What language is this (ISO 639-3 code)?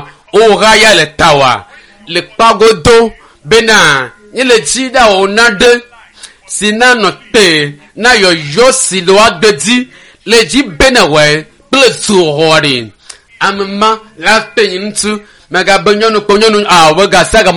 ewe